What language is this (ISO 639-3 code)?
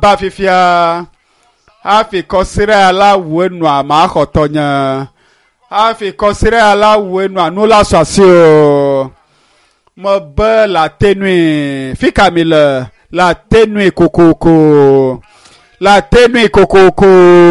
ewe